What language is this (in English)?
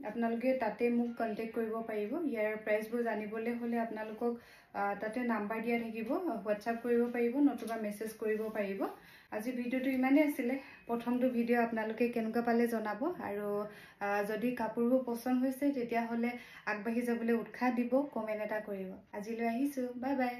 Assamese